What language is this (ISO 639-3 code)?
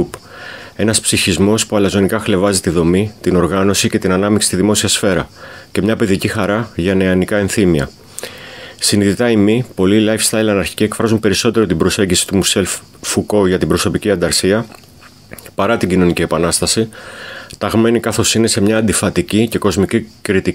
ell